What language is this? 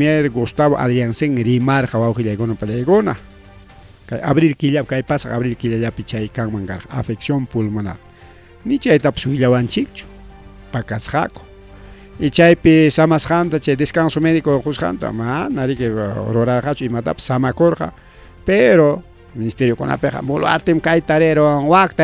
Ayacucho Quechua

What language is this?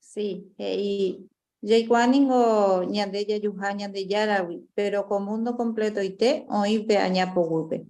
Guarani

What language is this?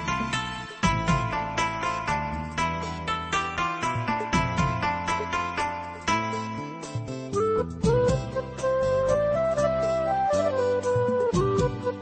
Malayalam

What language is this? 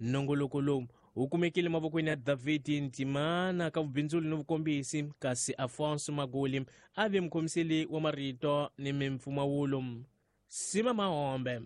Tsonga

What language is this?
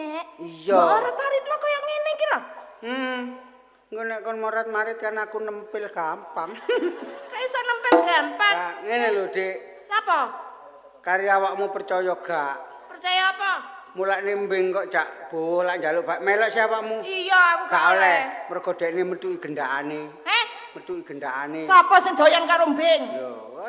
Javanese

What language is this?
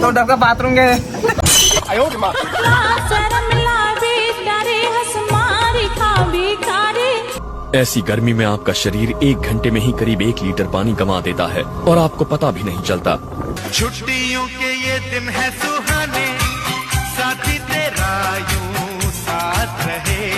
Chhattisgarhi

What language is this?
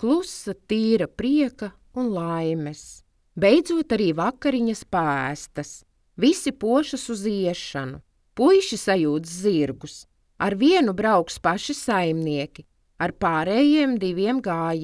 Latvian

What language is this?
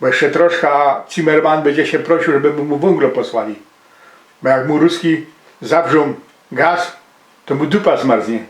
Silesian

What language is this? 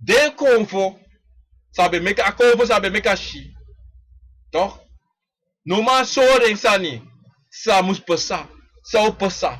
Sranan Tongo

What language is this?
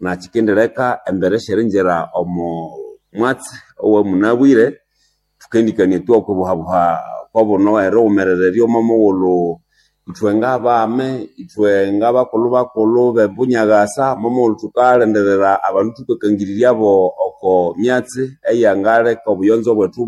Nande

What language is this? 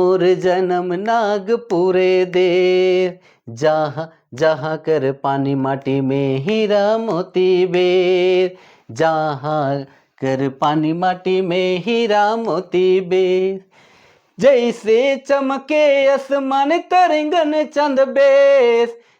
Sadri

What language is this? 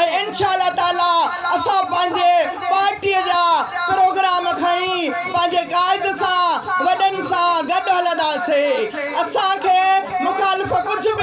Sindhi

